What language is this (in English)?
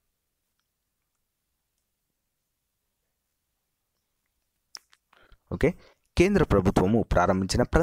Telugu